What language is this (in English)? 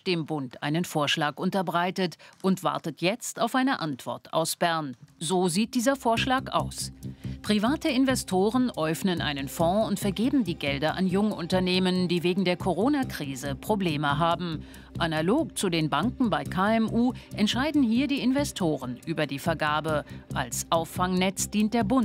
Swiss German